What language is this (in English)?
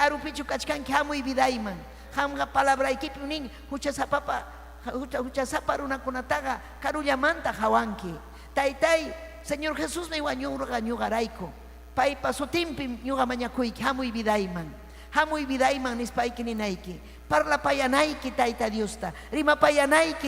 Ayacucho Quechua